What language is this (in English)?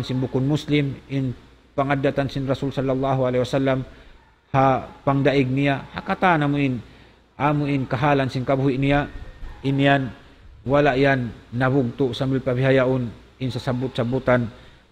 Tausug